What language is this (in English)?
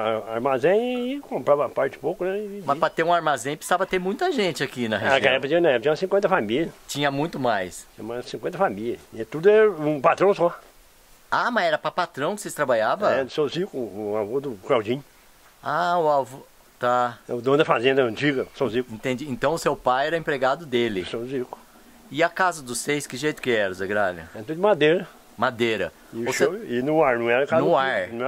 Portuguese